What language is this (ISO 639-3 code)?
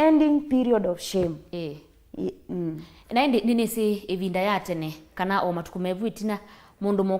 kam